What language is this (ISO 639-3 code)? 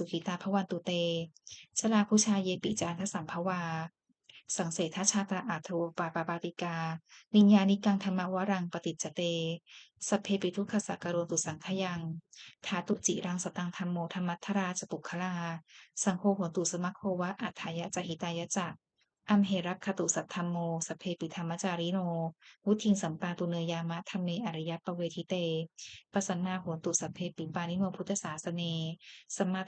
pli